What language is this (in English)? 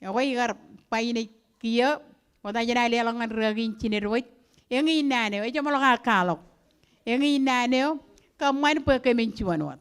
Marshallese